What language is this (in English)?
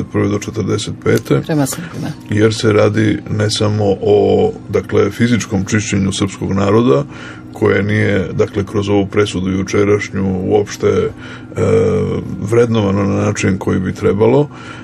Serbian